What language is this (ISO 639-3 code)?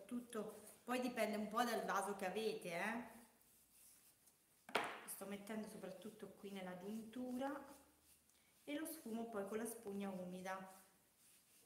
ita